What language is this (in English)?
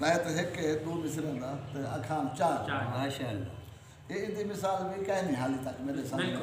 Saraiki